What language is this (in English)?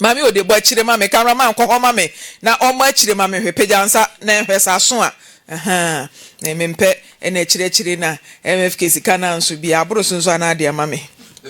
Akan